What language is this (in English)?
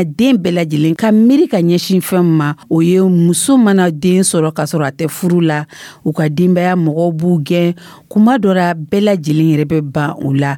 Dyula